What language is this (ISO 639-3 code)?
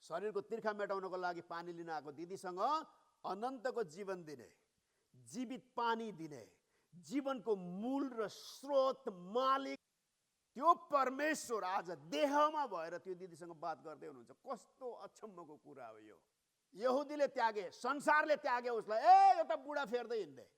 nep